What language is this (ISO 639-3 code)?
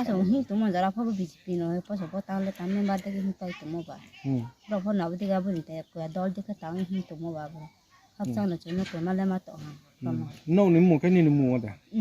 ria